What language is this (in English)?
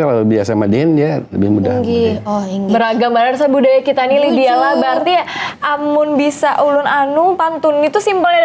Banjar